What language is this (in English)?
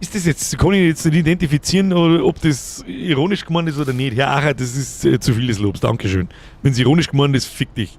Bavarian